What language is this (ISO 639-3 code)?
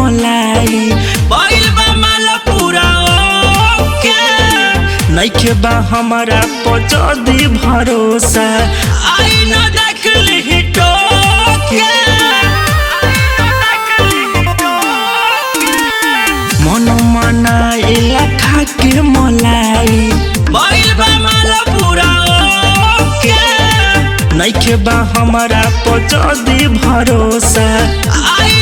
bho